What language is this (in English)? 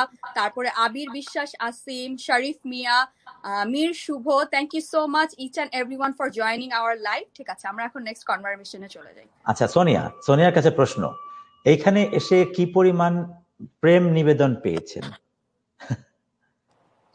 Bangla